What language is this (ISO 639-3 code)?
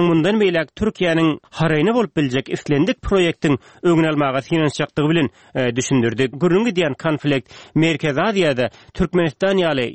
tuk